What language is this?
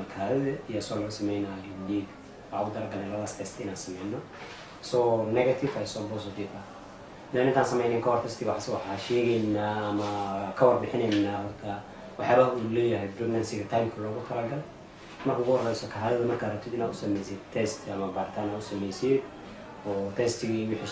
Somali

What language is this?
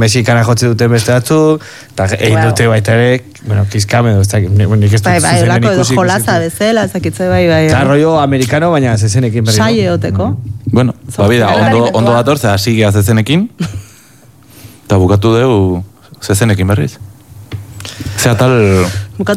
Basque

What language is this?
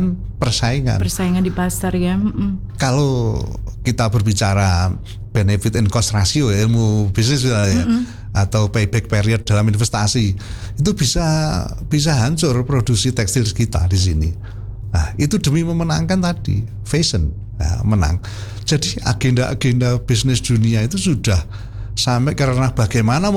Indonesian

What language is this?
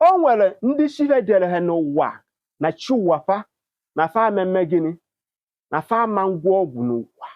Igbo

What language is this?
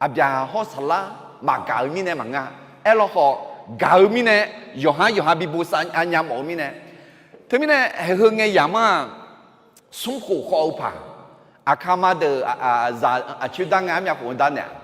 Akha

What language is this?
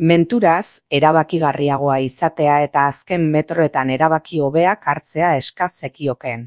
Basque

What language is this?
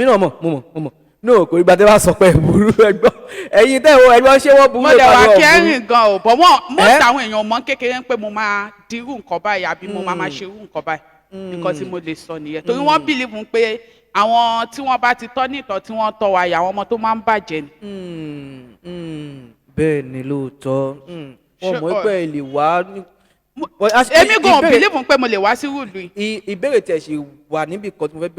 Yoruba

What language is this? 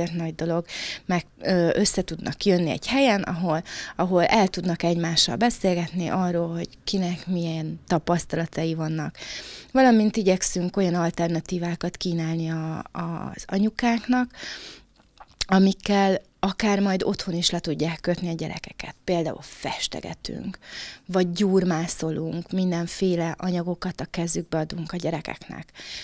Hungarian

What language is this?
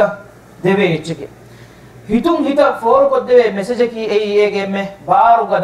Divehi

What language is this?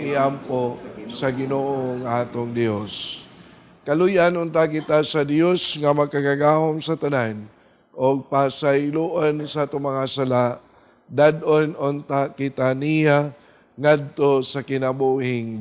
Cebuano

